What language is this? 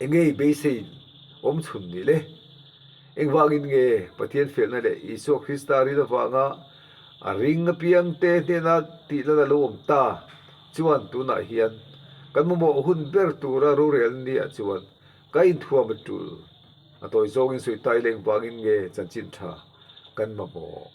Mizo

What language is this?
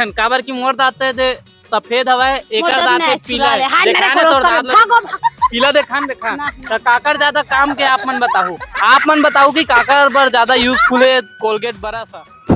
Chhattisgarhi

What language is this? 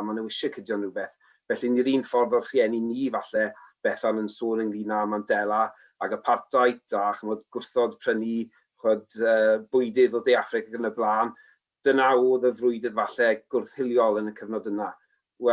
Welsh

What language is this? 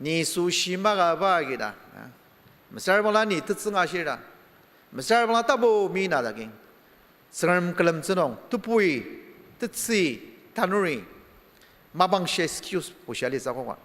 Ao Naga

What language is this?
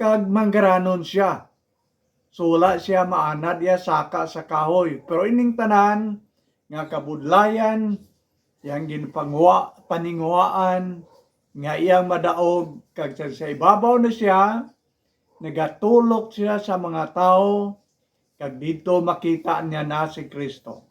Hiligaynon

